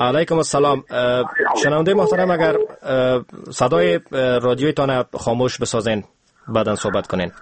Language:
Persian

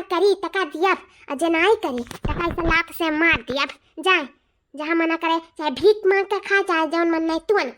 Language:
Awadhi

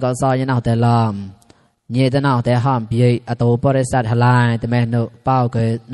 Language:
Mon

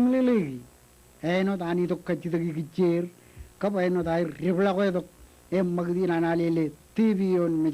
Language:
Marshallese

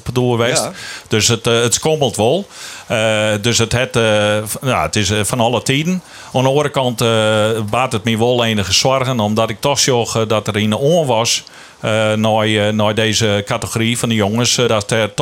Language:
Western Frisian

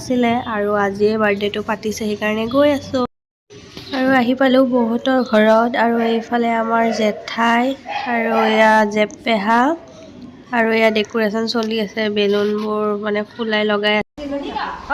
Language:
Assamese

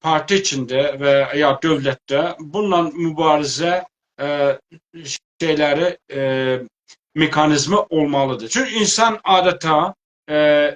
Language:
South Azerbaijani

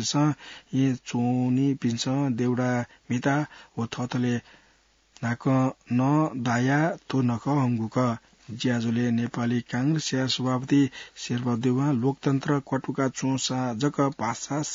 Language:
Newari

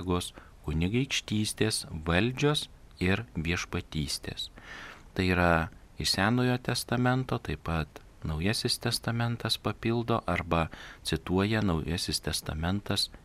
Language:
Lithuanian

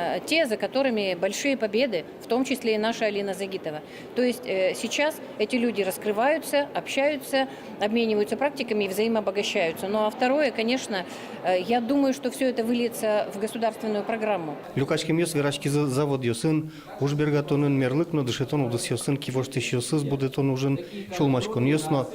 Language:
Udmurt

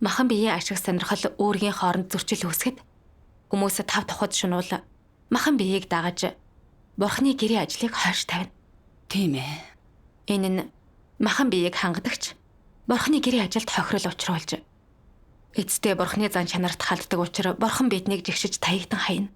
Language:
Mongolian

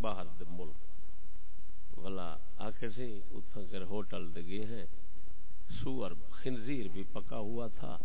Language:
Saraiki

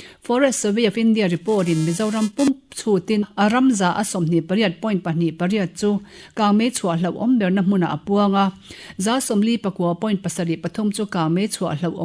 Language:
Mizo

